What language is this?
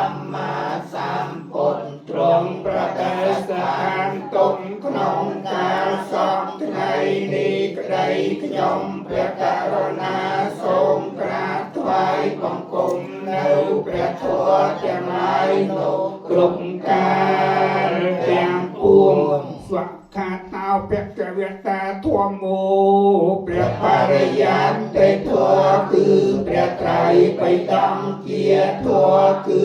Khmer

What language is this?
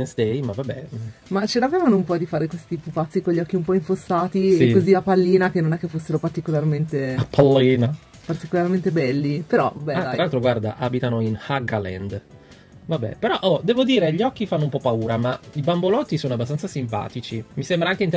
Italian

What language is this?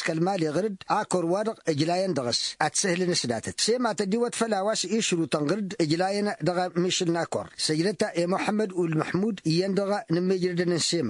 Tamasheq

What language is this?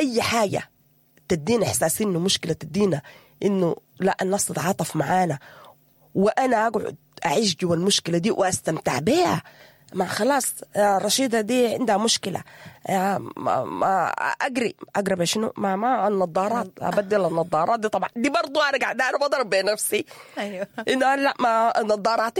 Sudanese Arabic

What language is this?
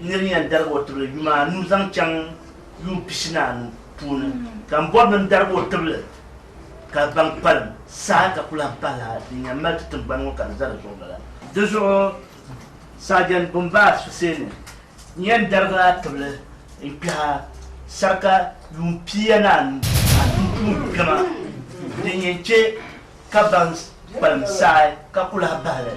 Dagbani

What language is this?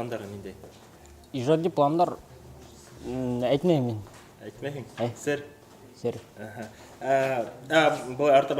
Bashkir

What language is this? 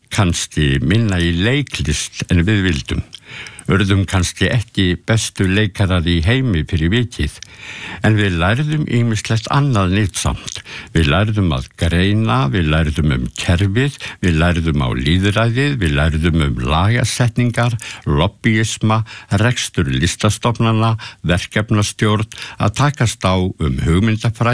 Icelandic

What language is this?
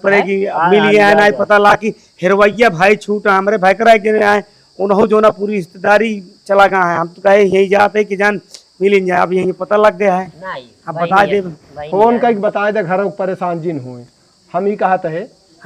Awadhi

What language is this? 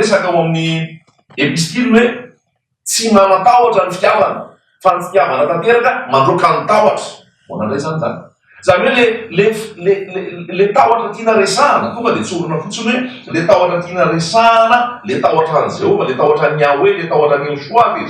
Malagasy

